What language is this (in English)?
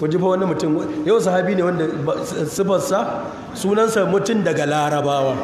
Hausa